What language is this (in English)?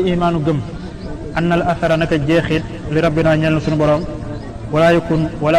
Wolof